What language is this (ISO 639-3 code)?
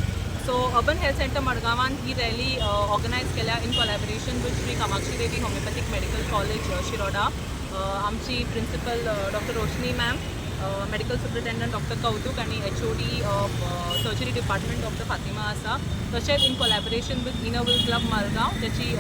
kok